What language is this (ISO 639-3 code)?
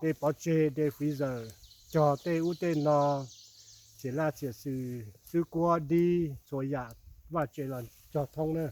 hmn